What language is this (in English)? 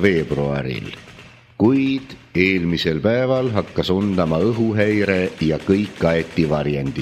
Estonian